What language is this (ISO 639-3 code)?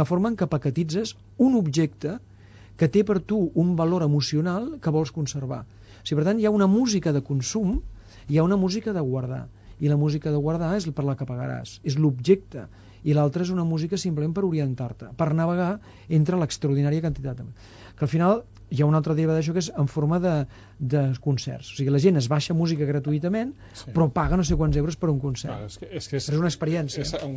cat